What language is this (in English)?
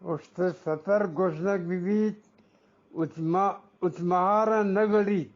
Eastern Balochi